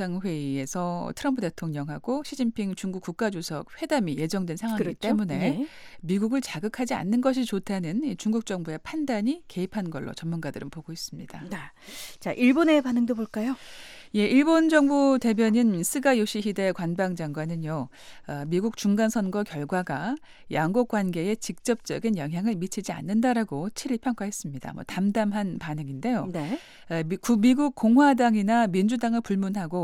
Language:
Korean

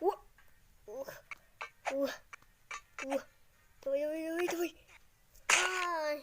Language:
Kazakh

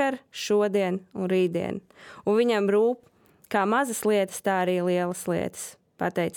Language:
Latvian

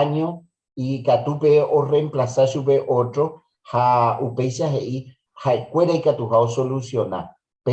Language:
Guarani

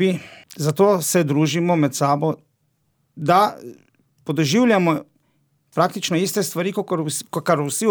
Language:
Slovenian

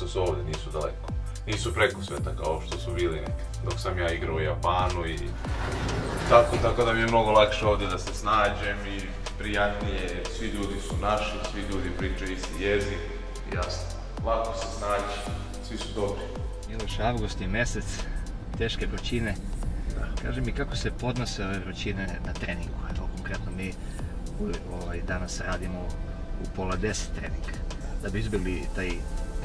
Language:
Serbian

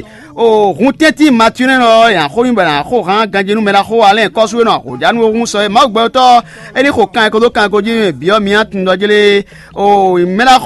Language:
Fon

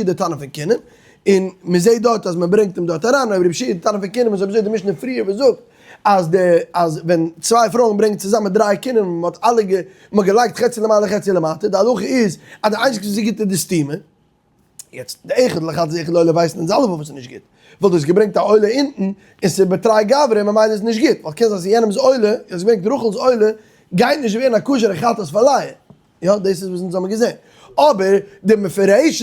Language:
Yiddish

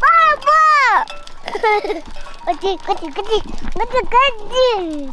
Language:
Yakut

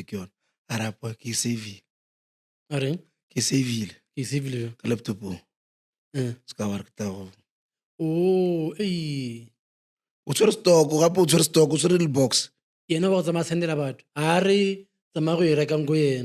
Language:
Northern Sotho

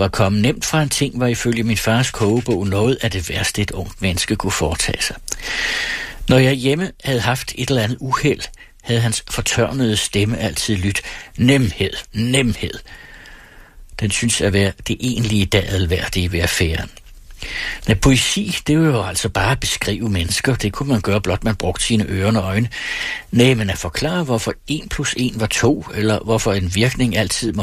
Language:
Danish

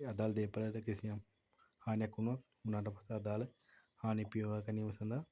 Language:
Sinhala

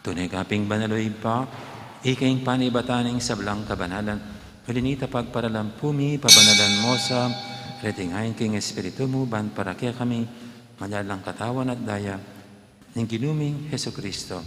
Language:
Pampanga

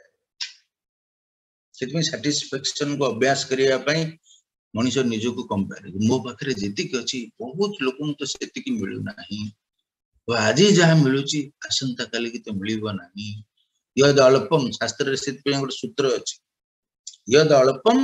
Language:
Odia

